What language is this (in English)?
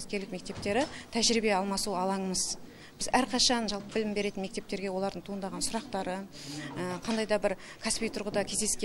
Kazakh